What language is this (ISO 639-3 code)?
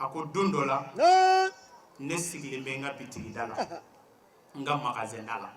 bam